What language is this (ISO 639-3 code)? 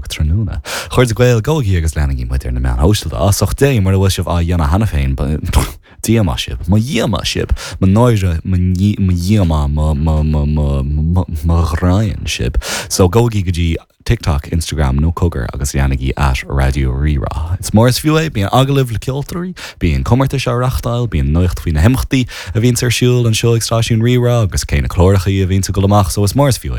gle